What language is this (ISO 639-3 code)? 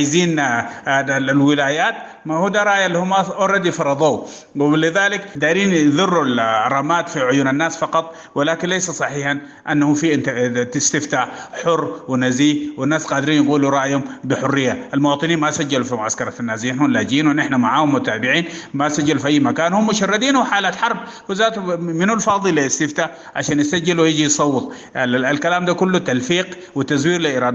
apd